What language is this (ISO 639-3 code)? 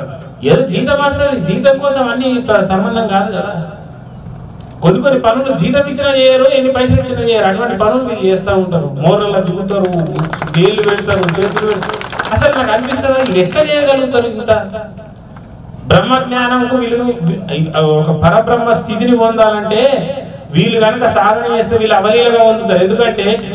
tel